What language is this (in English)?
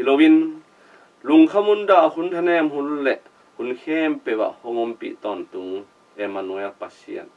Tedim Chin